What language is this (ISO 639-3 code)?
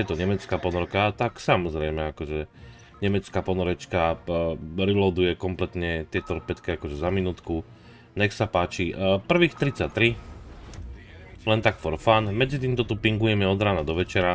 slk